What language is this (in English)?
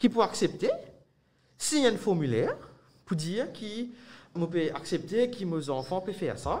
Morisyen